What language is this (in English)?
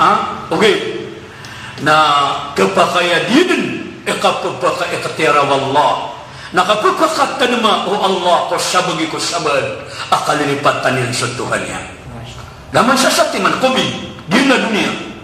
Maranao